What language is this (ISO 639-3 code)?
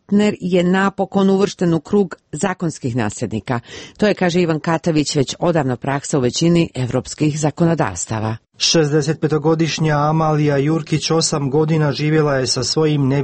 hrv